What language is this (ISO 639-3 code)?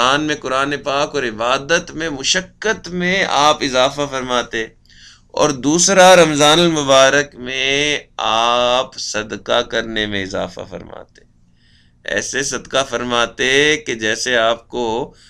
urd